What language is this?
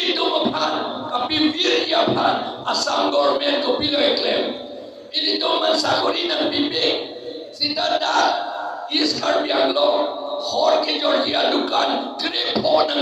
Karbi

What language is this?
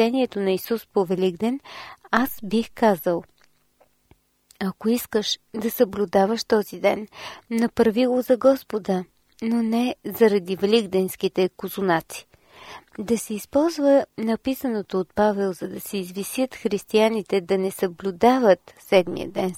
Bulgarian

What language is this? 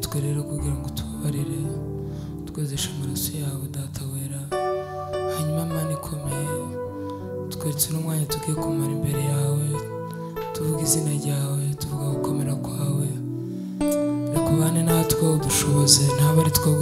Kinyarwanda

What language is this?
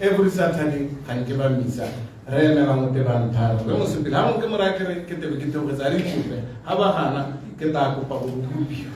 Tswana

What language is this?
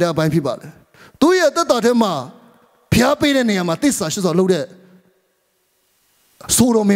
Burmese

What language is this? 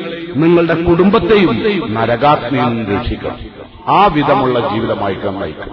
Malayalam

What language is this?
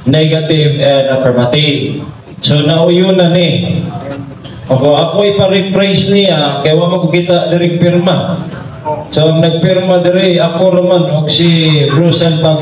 Cebuano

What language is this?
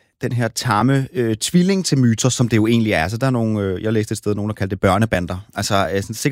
Danish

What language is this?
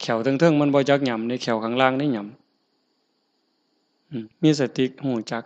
Northeastern Thai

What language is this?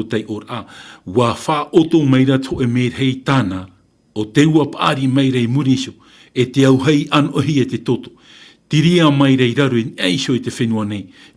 Tahitian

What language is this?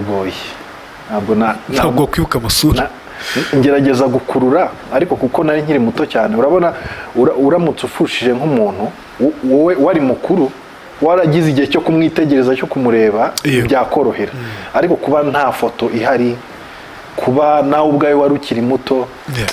Kinyarwanda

